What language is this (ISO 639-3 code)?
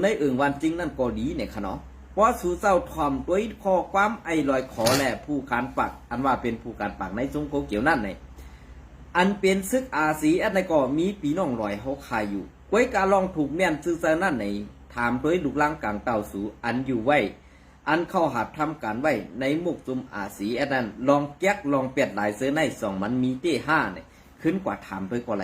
shn